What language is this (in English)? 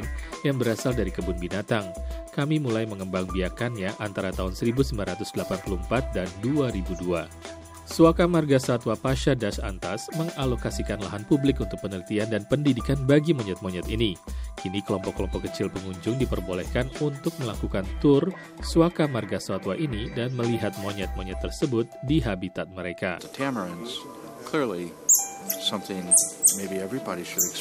Indonesian